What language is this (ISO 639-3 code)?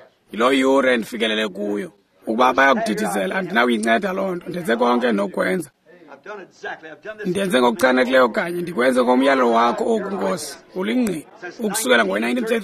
xho